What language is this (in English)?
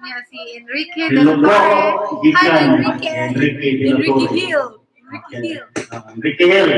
Cebuano